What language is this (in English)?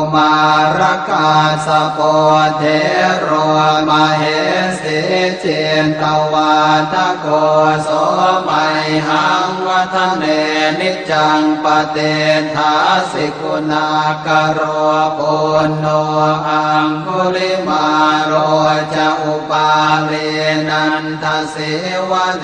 Pali